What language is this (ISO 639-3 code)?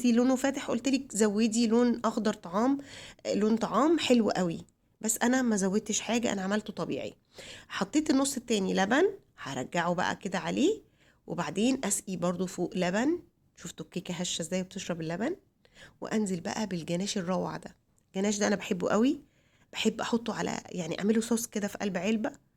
arz